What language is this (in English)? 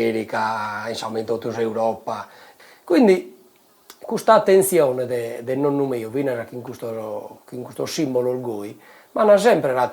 Sardinian